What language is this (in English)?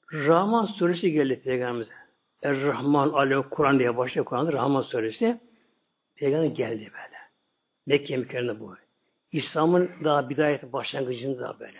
Turkish